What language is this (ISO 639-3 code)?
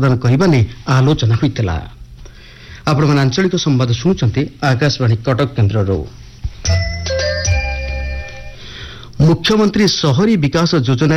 ori